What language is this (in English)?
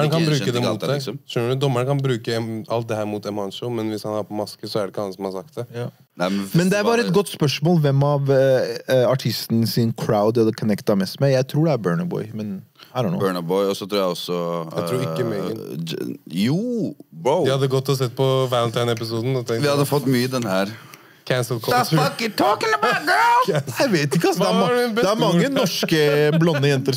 Norwegian